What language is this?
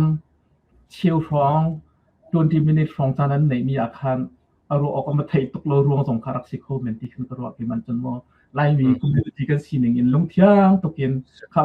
Hakha Chin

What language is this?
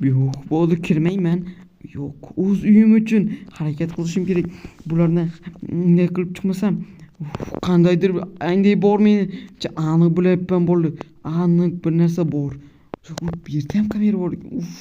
Uzbek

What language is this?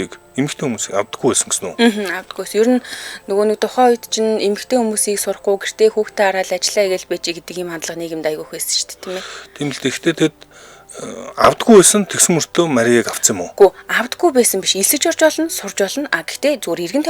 Mongolian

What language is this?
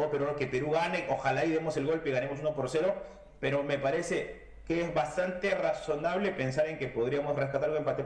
Spanish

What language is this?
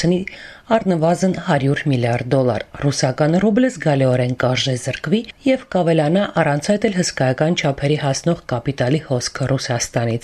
Armenian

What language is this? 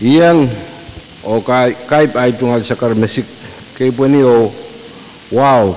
Pohnpeian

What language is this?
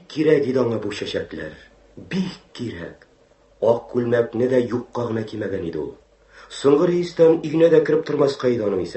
Tatar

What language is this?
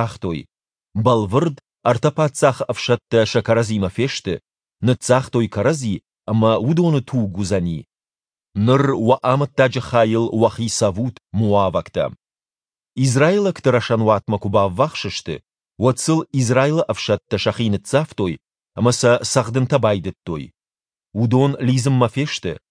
Ossetic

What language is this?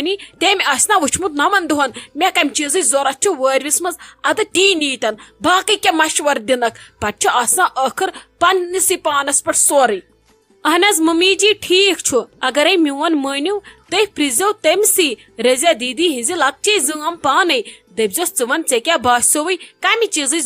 Kashmiri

